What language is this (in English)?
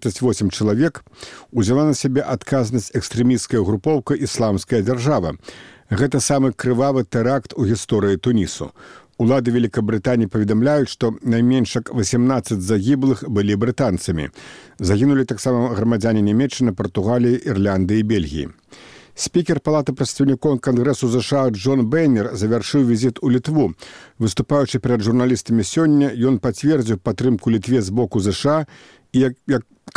Belarusian